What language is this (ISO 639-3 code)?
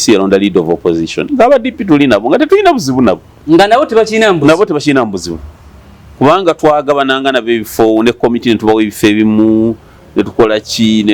lug